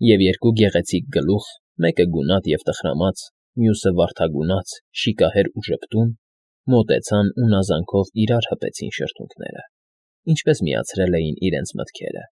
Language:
Armenian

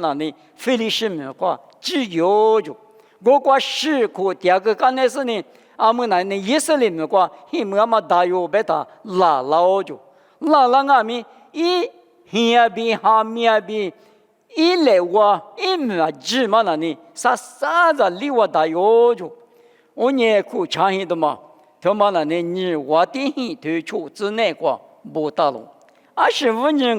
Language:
Lisu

